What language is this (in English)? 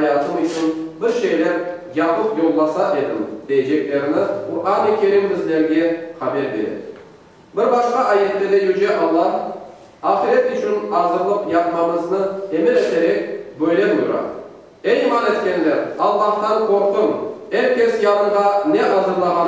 Crimean Tatar